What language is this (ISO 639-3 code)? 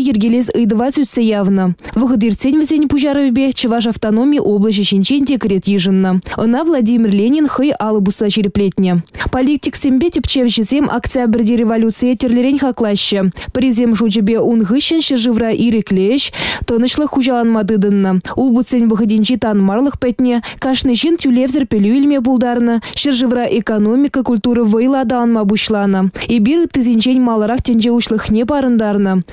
chv